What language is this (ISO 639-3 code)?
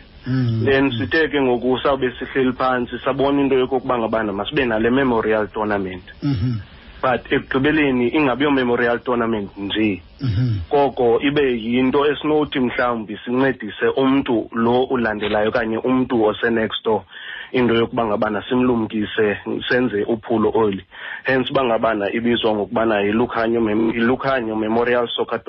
xho